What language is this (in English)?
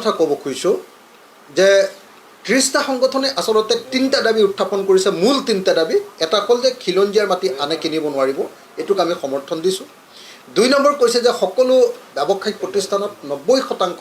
Assamese